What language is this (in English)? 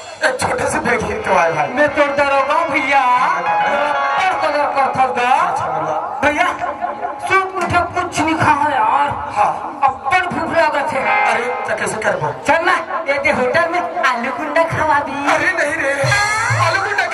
Chhattisgarhi